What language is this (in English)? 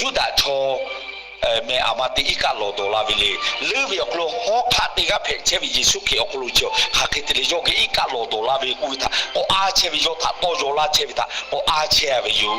Lahu